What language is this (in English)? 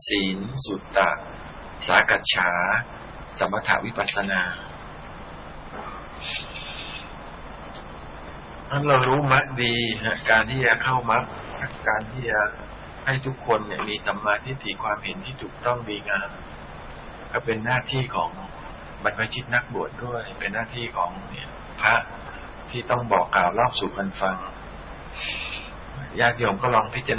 Thai